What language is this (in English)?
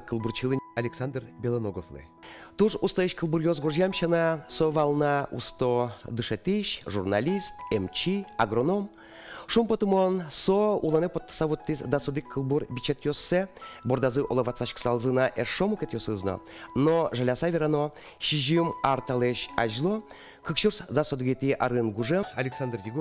Udmurt